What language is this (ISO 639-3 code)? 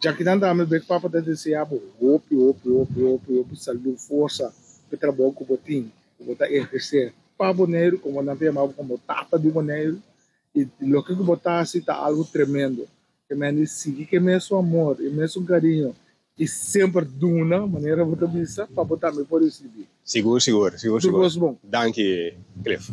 pap